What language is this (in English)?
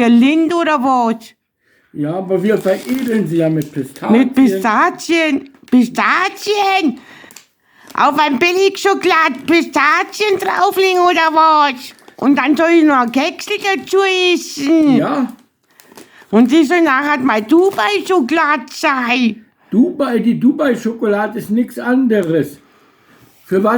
Bavarian